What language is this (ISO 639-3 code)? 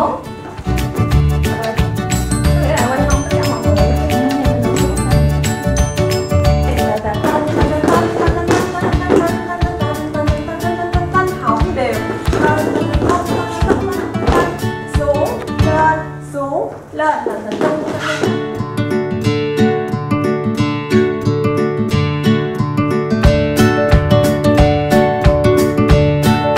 vie